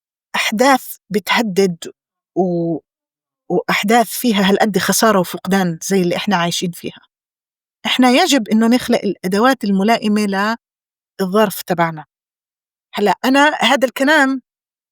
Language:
North Levantine Arabic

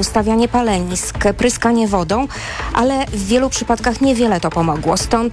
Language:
Polish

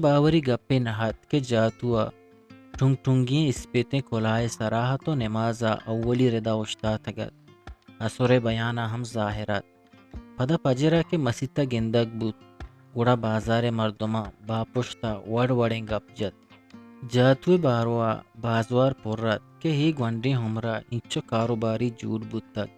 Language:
Eastern Balochi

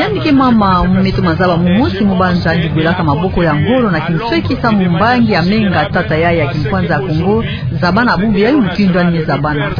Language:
Kituba (Democratic Republic of Congo)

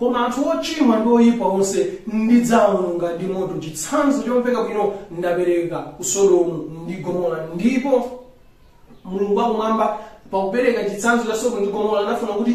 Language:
Nyanja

